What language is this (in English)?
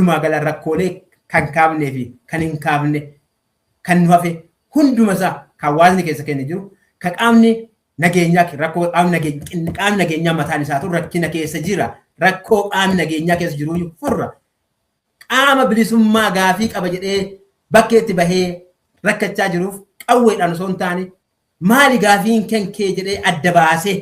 Oromo